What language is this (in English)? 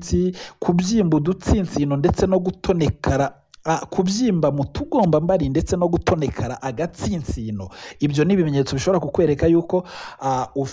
Kinyarwanda